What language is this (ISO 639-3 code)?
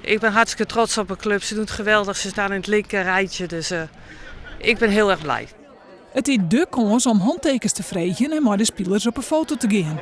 fry